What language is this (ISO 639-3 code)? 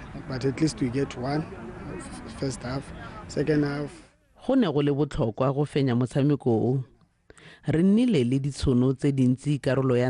tsn